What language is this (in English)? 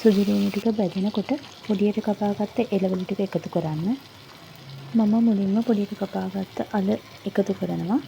Sinhala